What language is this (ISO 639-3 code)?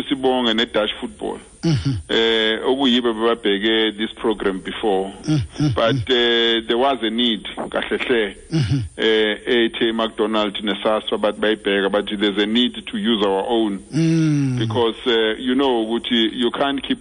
xho